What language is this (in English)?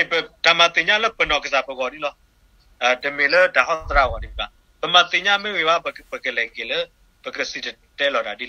S'gaw Karen